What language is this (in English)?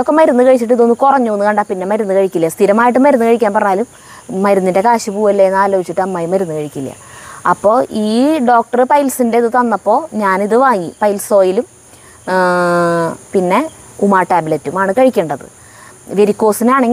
Malayalam